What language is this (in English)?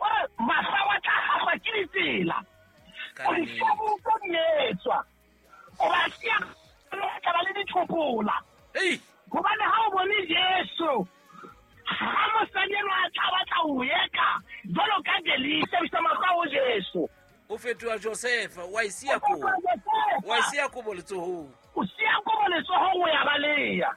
Southern Sotho